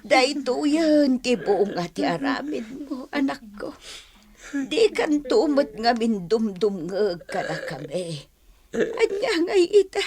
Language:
Iloko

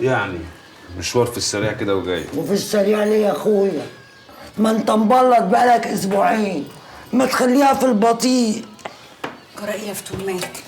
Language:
Egyptian Arabic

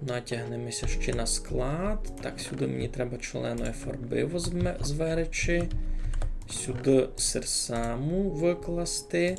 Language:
Rusyn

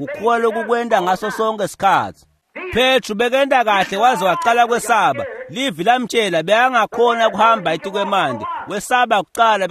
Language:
Swati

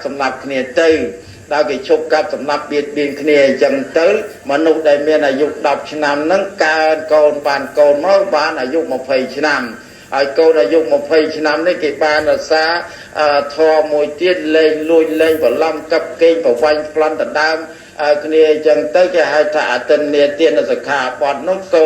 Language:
Khmer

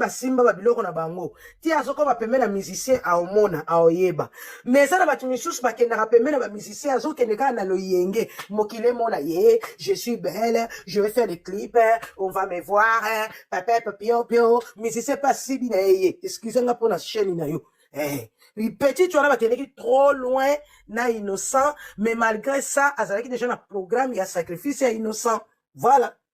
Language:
Lingala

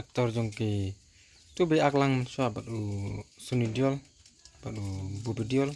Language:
Khasi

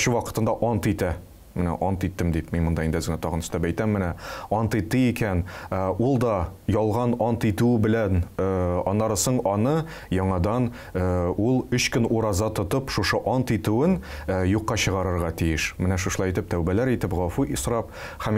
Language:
Tatar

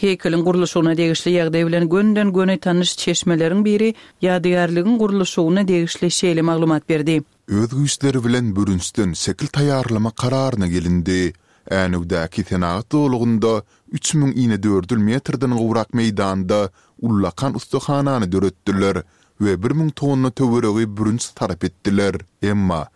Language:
Turkmen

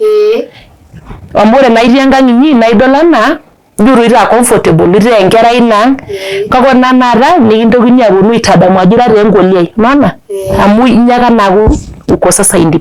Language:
Masai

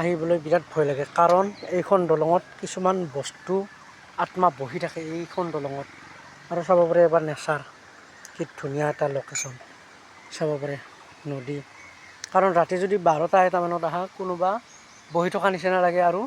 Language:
Assamese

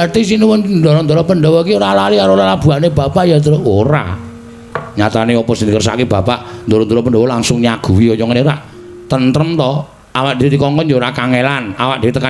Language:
Javanese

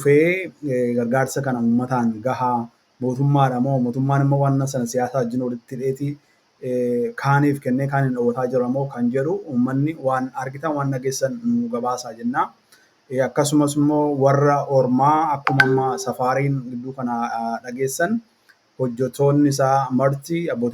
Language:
Oromo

